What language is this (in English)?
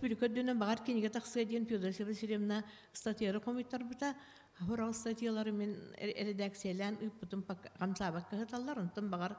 Yakut